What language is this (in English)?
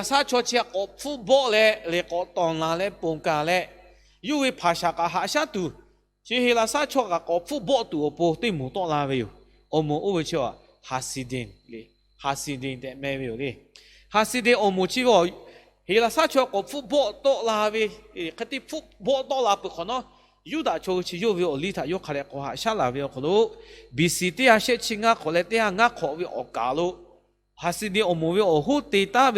Lahu